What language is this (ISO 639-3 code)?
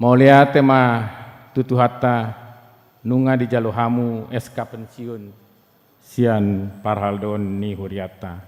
bbc